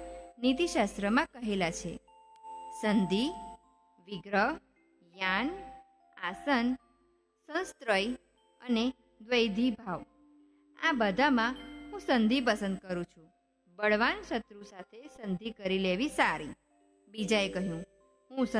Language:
Gujarati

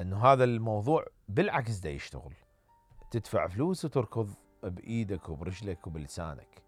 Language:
Mesopotamian Arabic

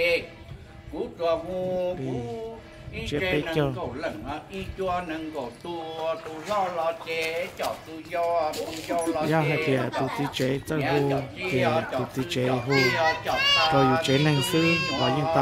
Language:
Hmong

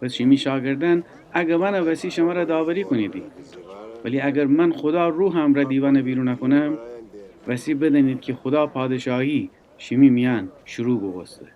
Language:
Gilaki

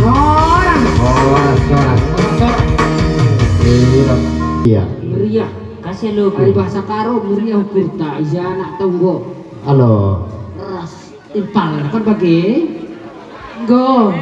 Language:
Batak Toba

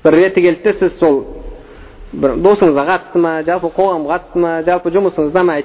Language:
Kazakh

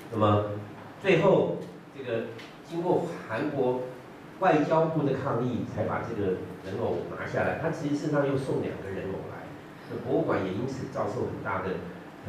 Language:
Chinese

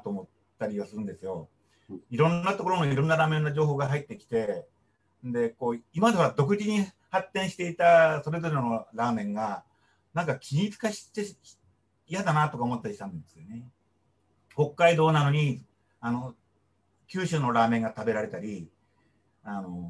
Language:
Japanese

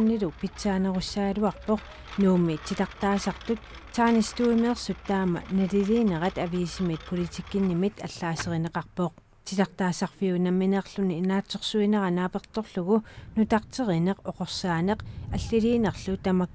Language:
Kalaallisut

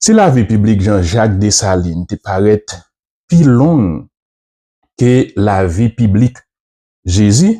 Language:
Haitian Creole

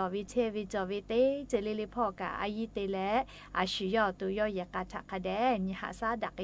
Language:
Lahu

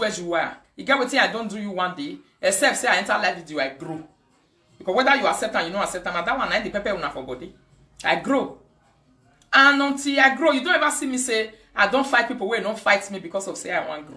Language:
Nigerian Pidgin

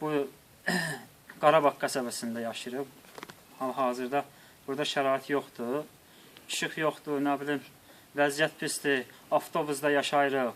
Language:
Azerbaijani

